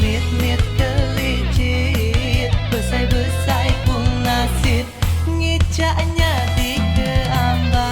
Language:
Iban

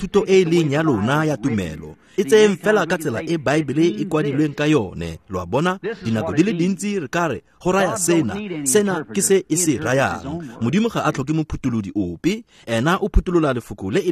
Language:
Tswana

